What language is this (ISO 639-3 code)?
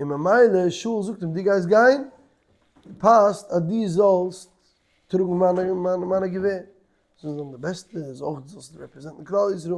yid